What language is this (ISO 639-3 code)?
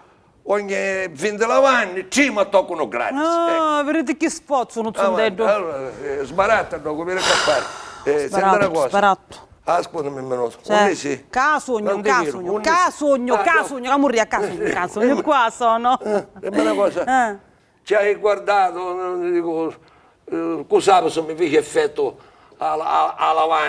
scn